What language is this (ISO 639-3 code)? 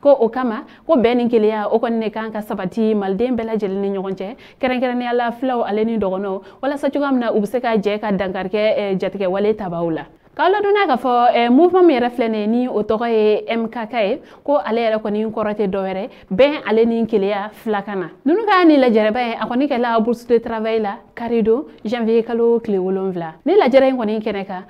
bam